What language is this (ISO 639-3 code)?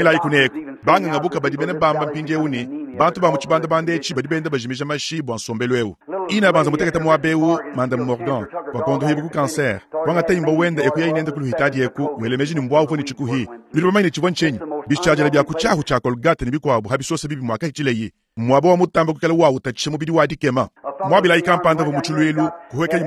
lua